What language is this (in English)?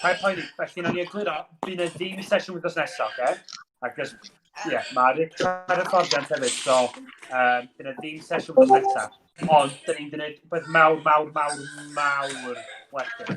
Welsh